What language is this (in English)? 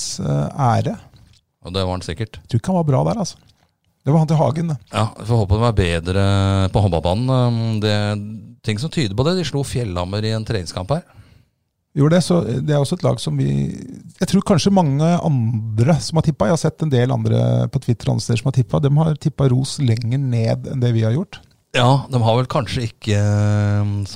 Norwegian